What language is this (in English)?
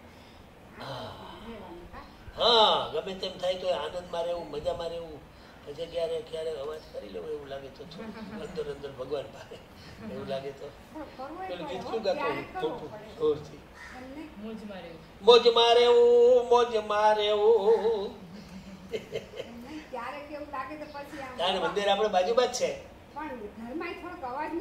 Gujarati